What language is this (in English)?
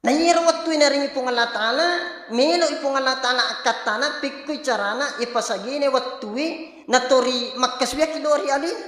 Buginese